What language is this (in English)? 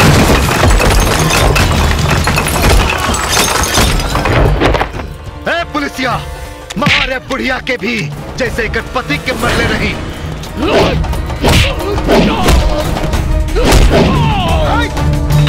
Bhojpuri